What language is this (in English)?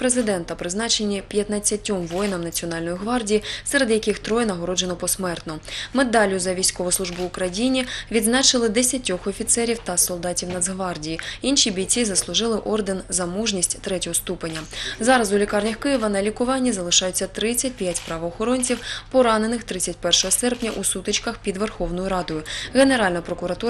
Ukrainian